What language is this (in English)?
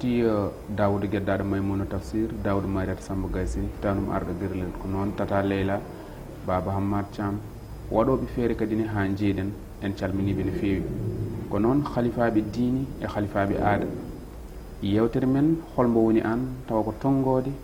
Fula